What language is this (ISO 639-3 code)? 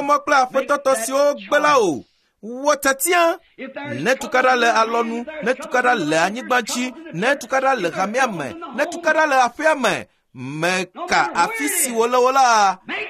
ewe